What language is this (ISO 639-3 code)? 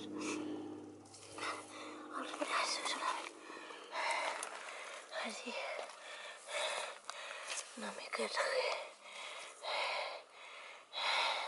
cat